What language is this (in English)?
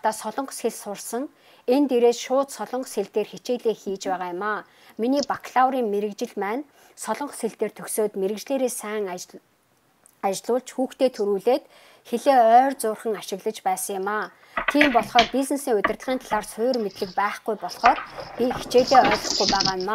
Mongolian